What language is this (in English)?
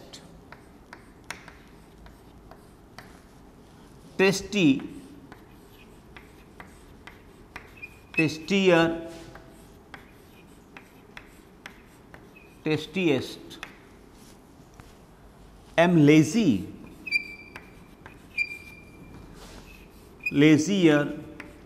Gujarati